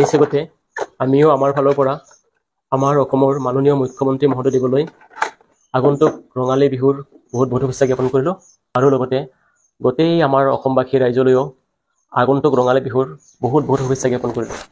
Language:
Assamese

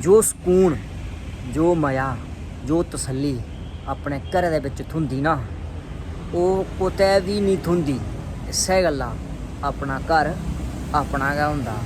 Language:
Dogri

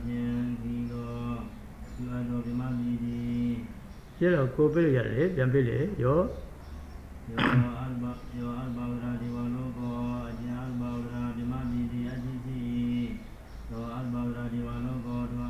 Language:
Burmese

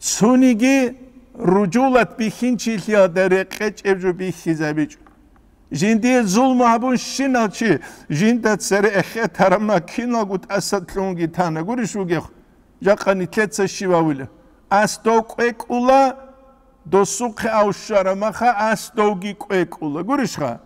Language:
Avaric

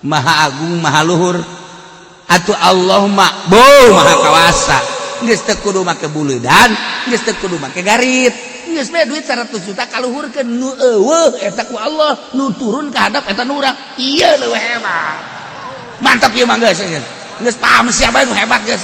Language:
Sundanese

